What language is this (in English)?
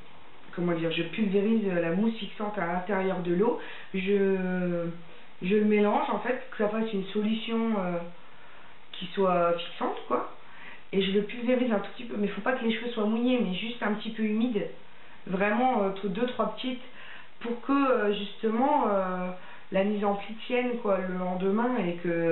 French